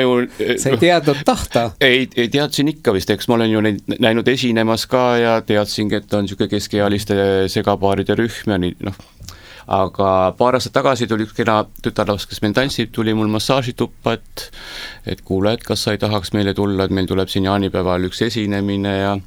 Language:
Estonian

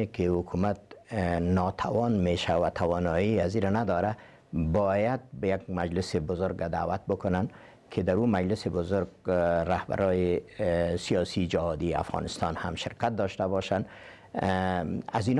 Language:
Persian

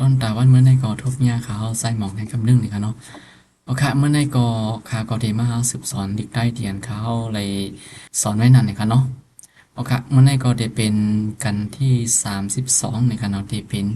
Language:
Shan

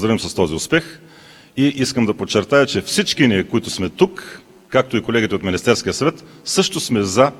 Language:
Bulgarian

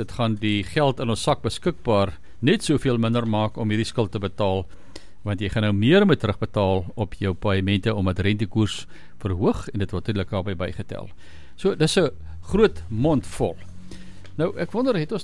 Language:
Afrikaans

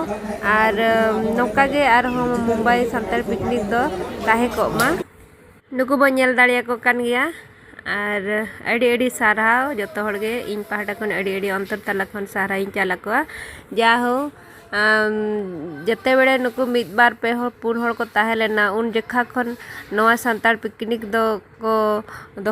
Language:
Santali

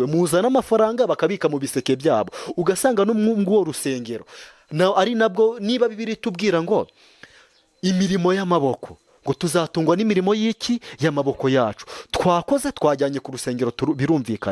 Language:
Kinyarwanda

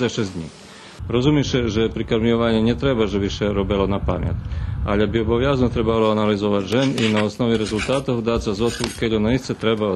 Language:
Rusyn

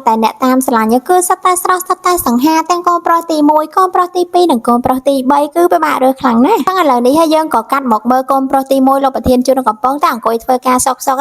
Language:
Khmer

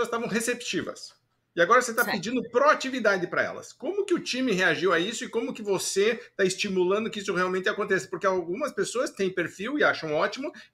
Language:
Portuguese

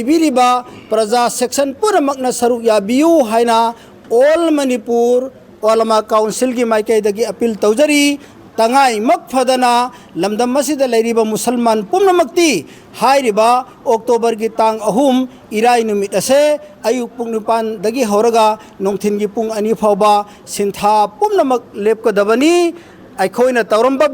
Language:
Manipuri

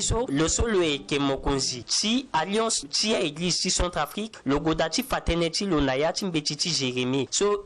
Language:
Sango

